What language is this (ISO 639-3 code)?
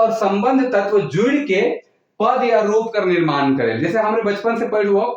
sck